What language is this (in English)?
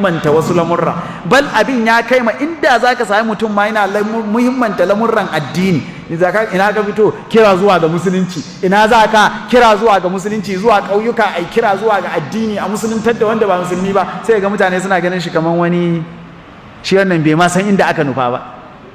Hausa